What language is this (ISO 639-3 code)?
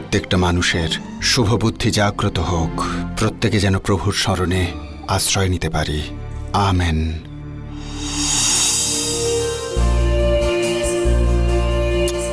ben